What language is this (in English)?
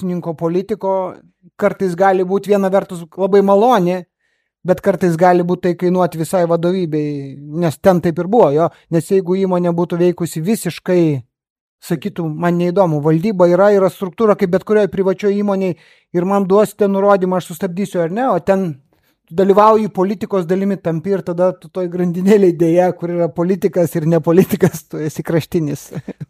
Lithuanian